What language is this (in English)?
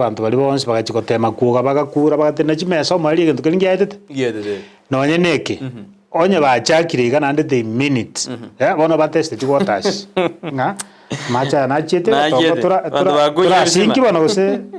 Gusii